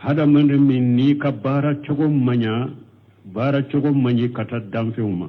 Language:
Bambara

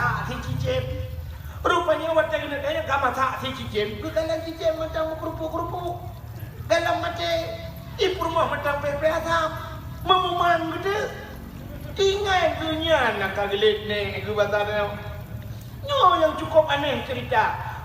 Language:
Achinese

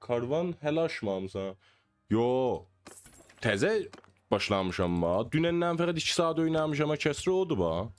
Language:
South Azerbaijani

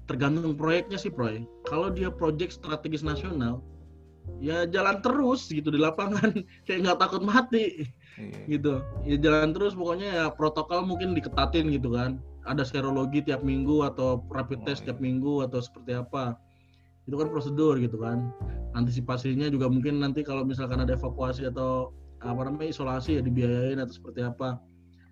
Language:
Indonesian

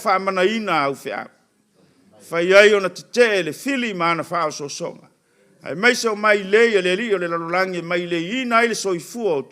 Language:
Samoan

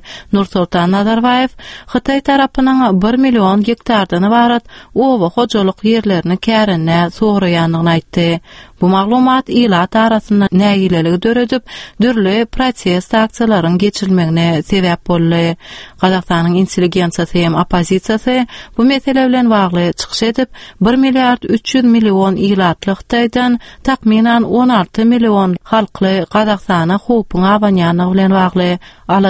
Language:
Turkmen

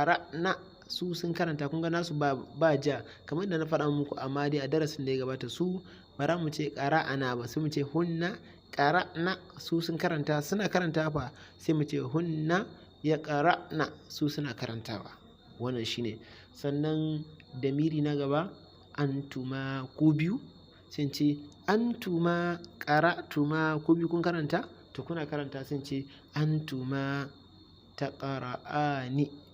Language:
Hausa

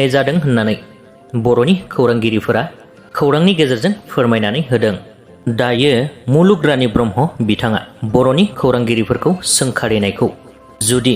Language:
Bodo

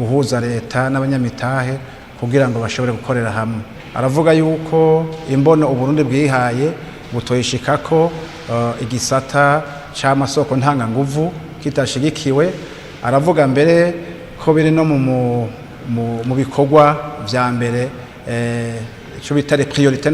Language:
Rundi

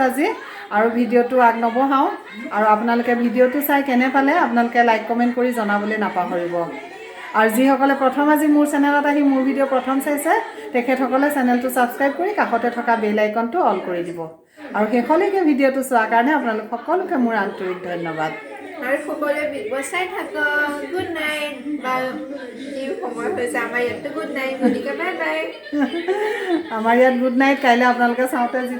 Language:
Assamese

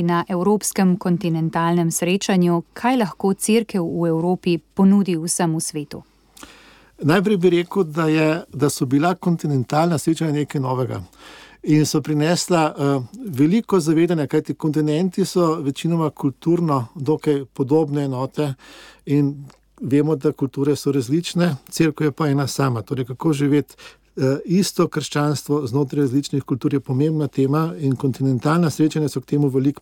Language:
Slovenian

